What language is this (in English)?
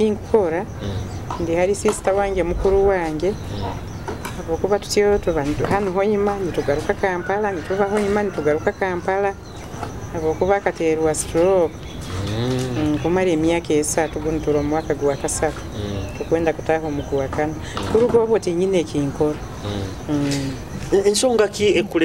Nyoro